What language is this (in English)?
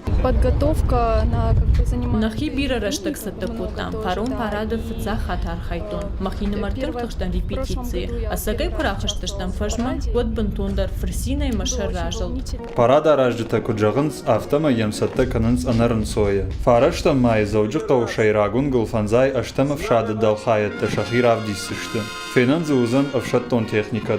Ossetic